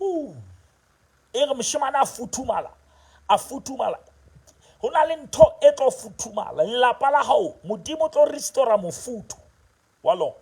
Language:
Southern Sotho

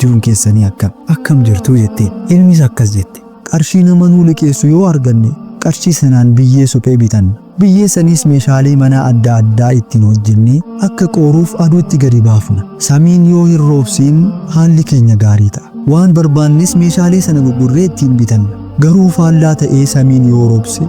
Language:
Oromo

